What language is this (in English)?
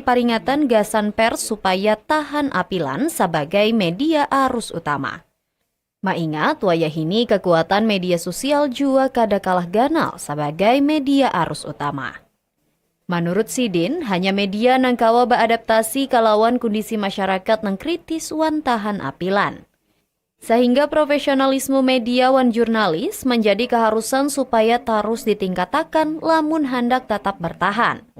Banjar